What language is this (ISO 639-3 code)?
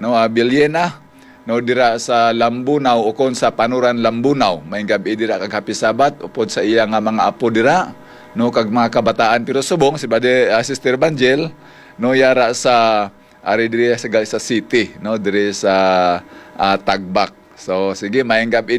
hil